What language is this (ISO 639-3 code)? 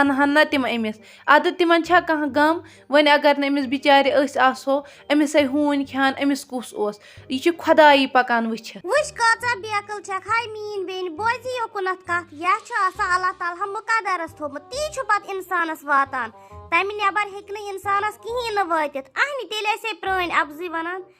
kas